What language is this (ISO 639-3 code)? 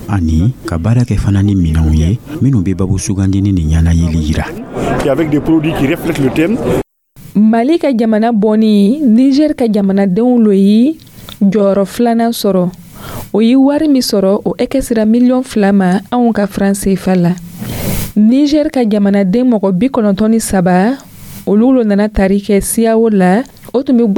dyu